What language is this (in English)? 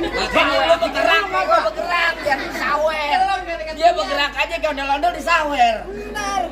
Betawi